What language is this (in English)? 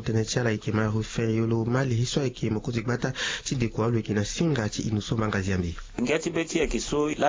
Sango